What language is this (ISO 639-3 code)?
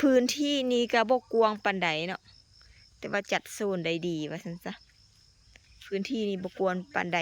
lao